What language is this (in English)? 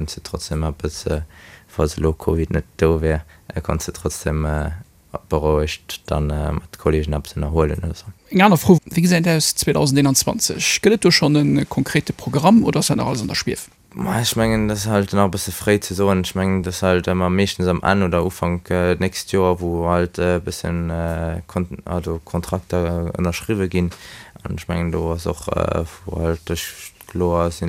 Luxembourgish